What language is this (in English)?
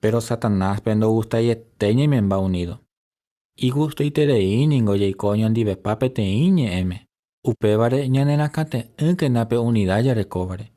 Guarani